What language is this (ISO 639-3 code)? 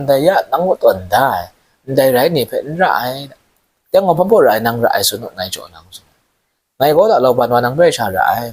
kac